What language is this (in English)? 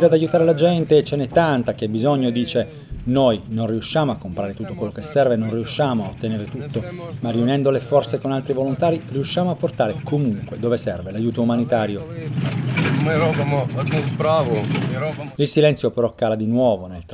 Italian